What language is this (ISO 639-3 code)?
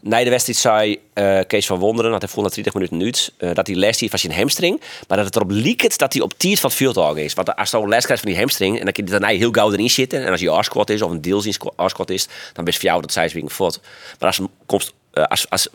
fry